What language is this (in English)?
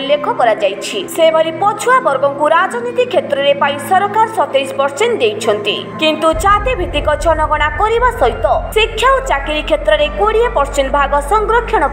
Odia